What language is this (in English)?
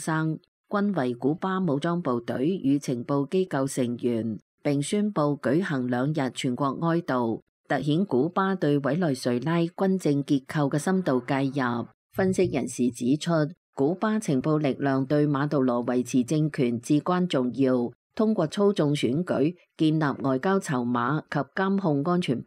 Cantonese